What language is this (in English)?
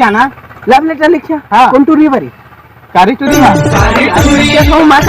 Chhattisgarhi